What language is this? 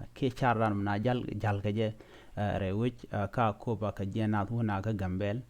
Nuer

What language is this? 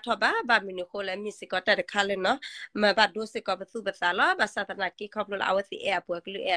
S'gaw Karen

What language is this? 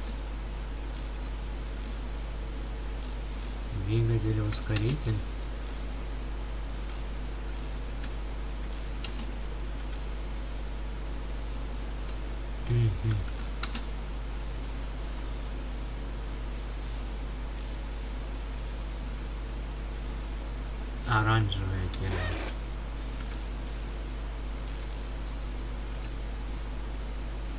Russian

